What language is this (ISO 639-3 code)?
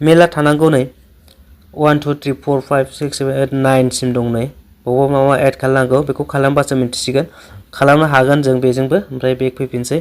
brx